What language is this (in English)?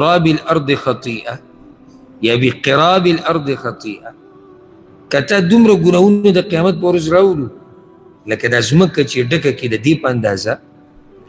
Pashto